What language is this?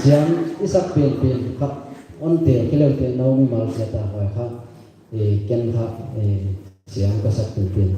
Paite Chin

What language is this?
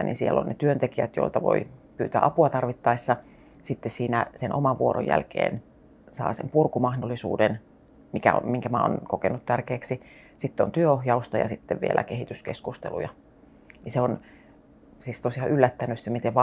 Finnish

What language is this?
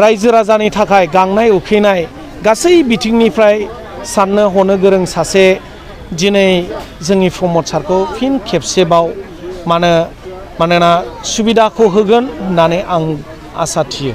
Bodo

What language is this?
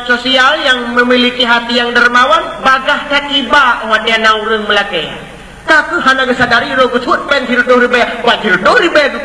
Achinese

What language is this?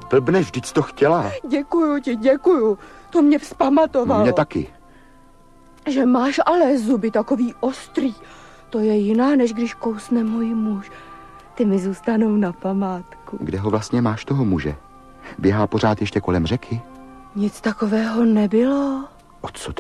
Czech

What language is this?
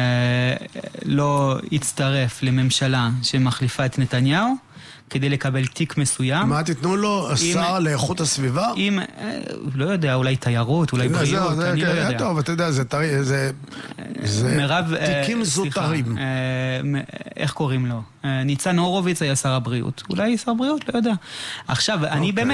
Hebrew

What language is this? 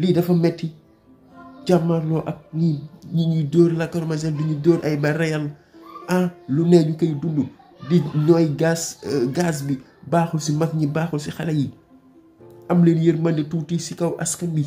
Wolof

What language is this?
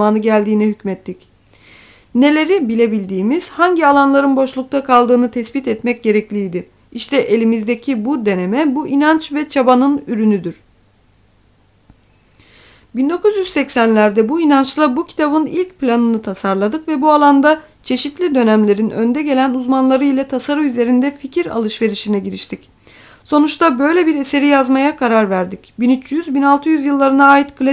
Turkish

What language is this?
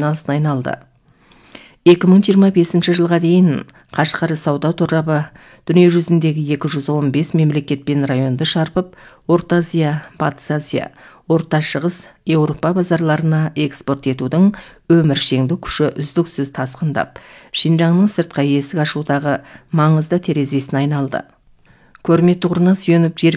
Kazakh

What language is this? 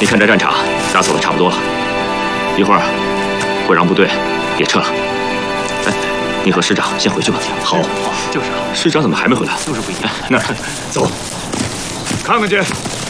Chinese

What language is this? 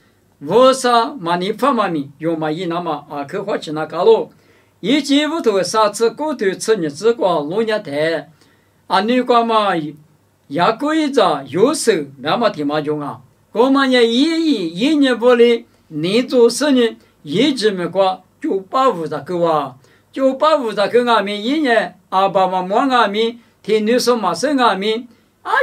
Lisu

